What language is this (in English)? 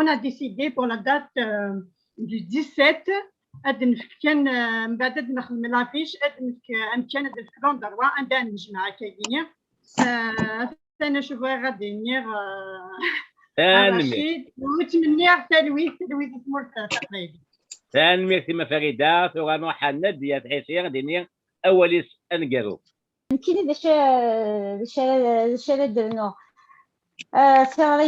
Kabyle